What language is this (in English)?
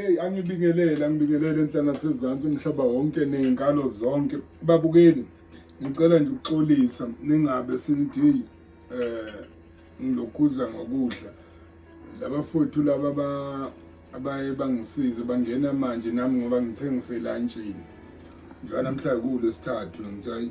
Zulu